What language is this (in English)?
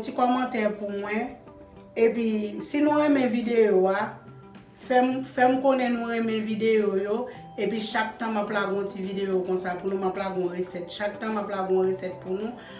Haitian Creole